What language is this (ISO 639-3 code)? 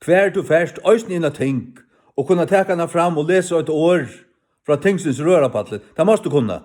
fao